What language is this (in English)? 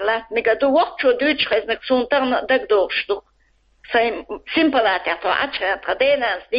Chechen